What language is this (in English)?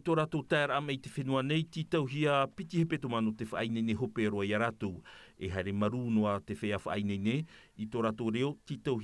Tahitian